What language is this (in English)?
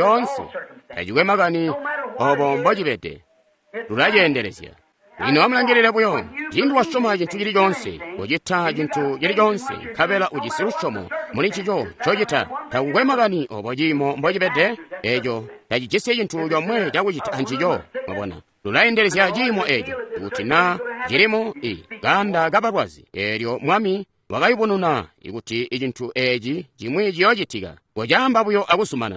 Tonga (Zambia)